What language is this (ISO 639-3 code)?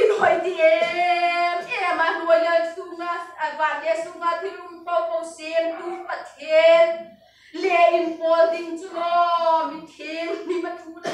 hmr